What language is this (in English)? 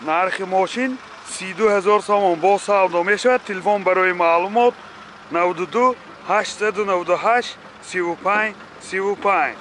Tajik